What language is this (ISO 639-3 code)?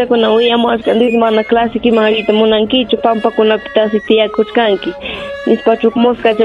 quy